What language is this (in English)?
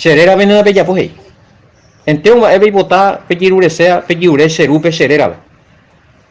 Guarani